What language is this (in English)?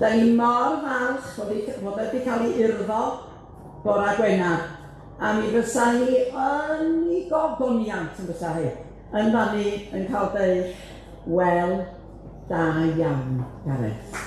Welsh